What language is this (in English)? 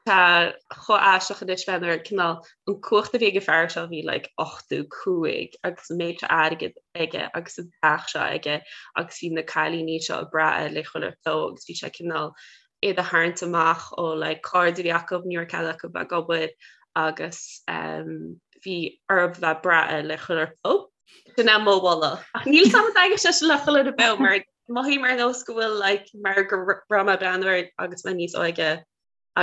Irish